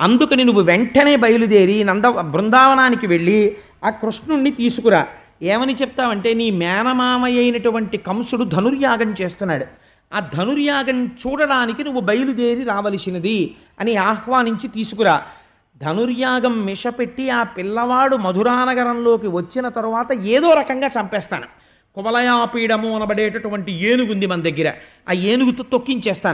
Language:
Telugu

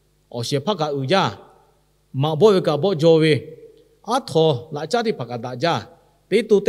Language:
Lahu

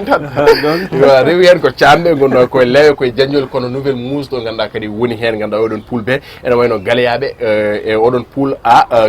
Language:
Fula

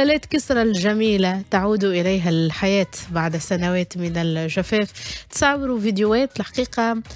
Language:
Tunisian Arabic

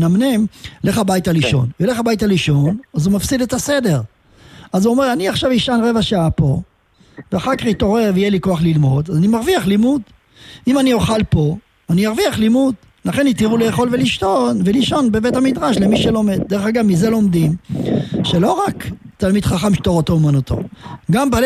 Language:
Hebrew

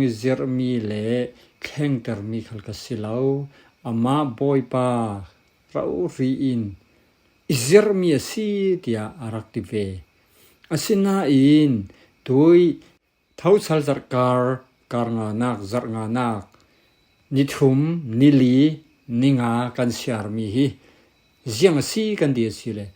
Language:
Falam Chin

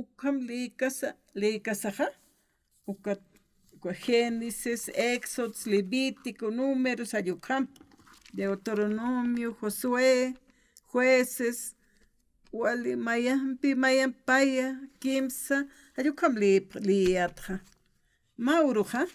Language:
Aymara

